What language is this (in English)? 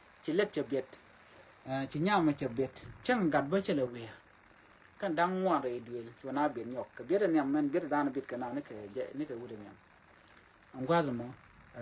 Nuer